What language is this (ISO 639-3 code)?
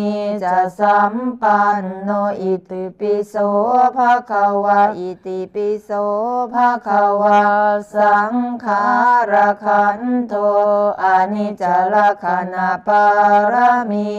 pli